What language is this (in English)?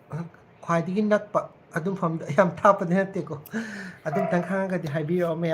Manipuri